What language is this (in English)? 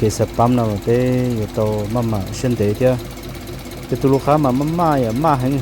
Hmong